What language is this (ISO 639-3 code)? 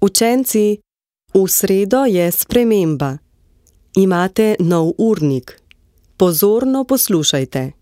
slv